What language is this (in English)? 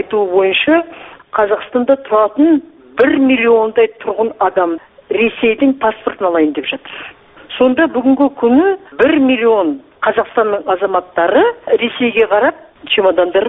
Kazakh